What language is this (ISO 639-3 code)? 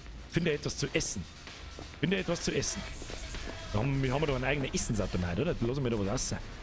bar